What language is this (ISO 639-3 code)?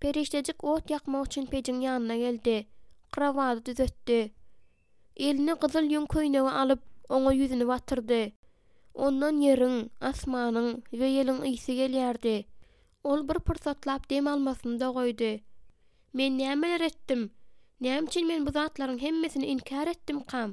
tuk